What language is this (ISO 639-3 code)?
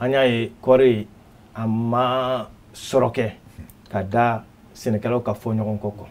bam